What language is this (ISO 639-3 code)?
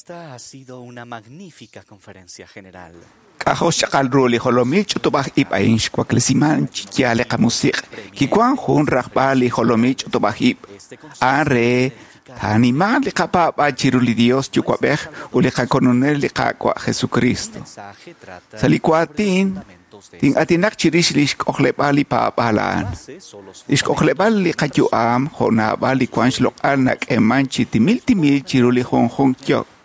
kek